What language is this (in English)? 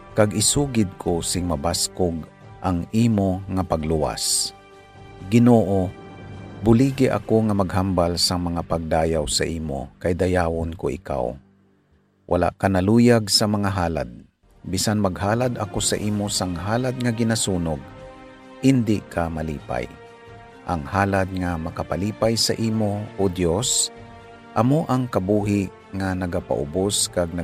Hiligaynon